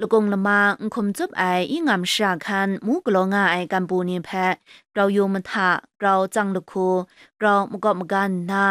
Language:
Kachin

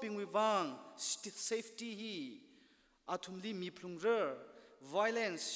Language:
Tangkhul Naga (India)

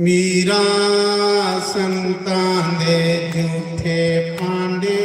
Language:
Dogri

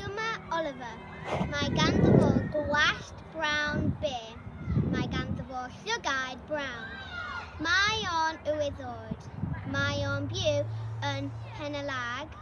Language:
Welsh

